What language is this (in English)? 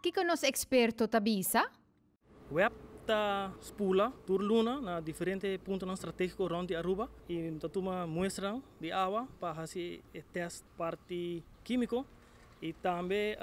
Papiamento